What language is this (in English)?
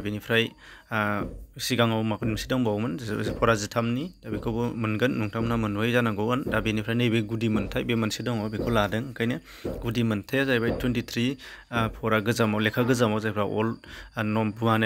Bodo